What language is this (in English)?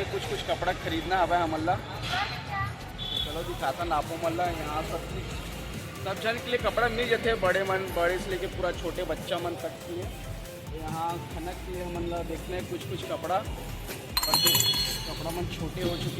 Chhattisgarhi